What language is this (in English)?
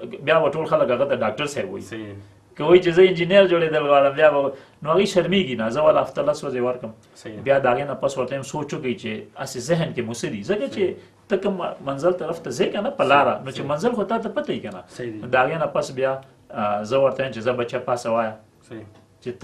Pashto